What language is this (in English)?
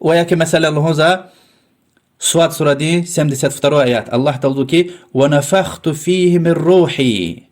Lezghian